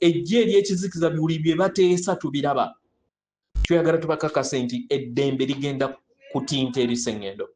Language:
Ganda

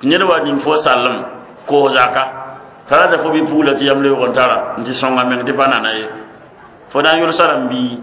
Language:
Mossi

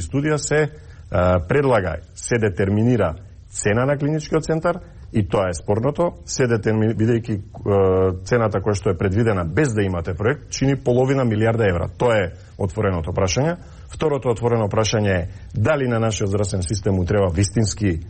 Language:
Macedonian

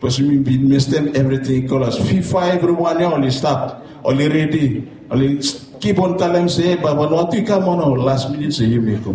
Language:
Bislama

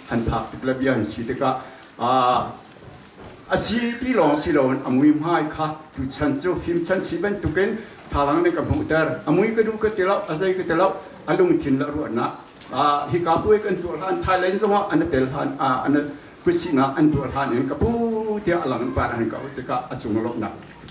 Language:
Hakha Chin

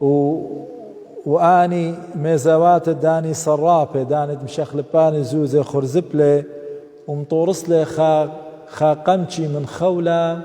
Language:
Assyrian Neo-Aramaic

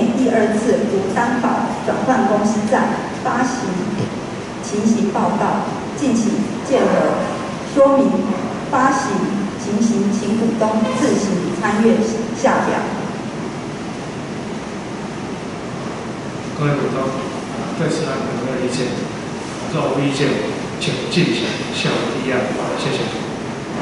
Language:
Chinese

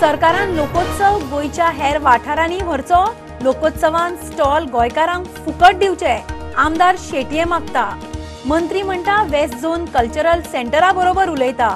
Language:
Konkani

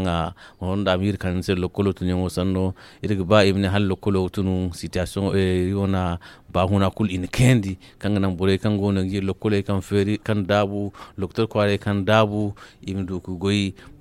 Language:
Zarma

